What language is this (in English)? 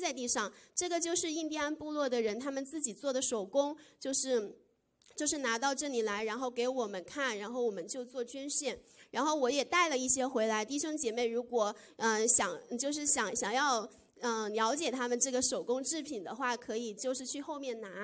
Chinese